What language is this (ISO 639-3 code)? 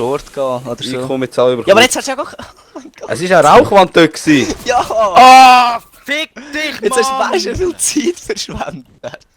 gsw